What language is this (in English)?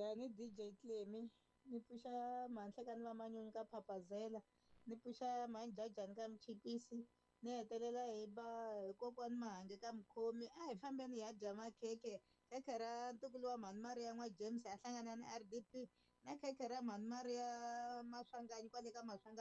Tsonga